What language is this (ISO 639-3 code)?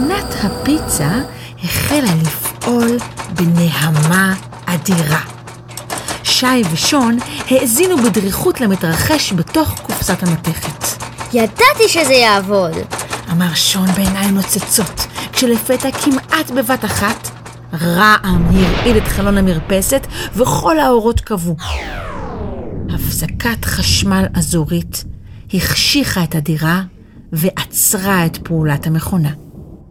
heb